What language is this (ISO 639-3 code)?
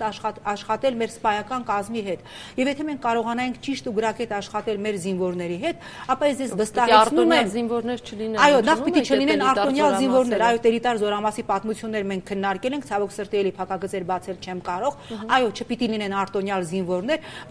hye